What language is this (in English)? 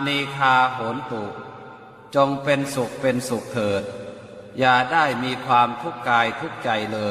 Pali